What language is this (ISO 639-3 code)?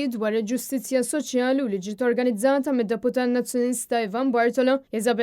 mlt